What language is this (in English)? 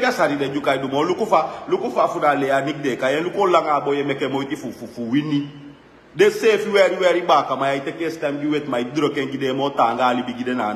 Sranan Tongo